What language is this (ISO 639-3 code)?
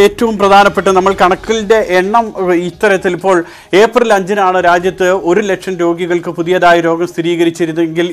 mal